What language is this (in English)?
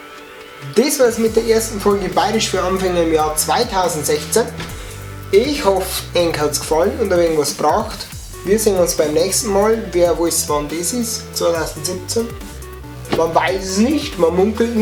Bavarian